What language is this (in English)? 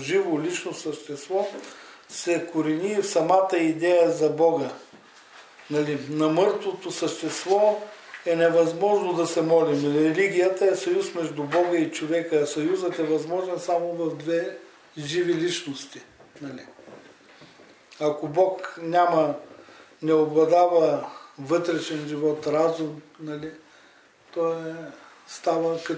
Bulgarian